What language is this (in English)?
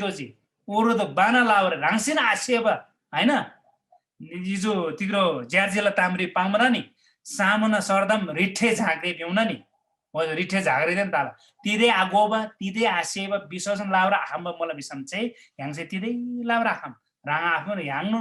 Eastern Tamang